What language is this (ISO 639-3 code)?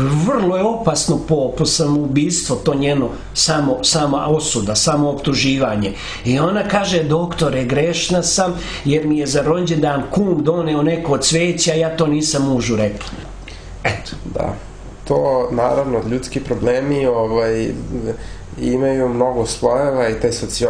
srp